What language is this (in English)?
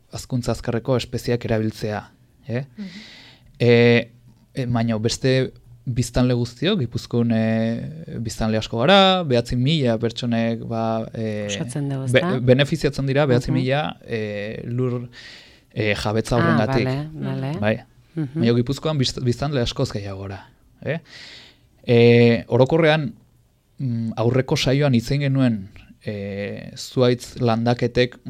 Basque